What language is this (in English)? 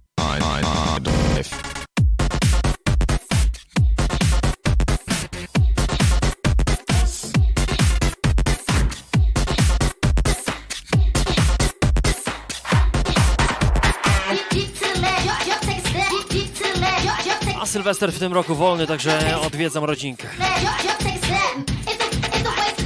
Polish